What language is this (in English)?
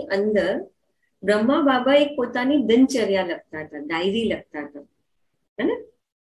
Gujarati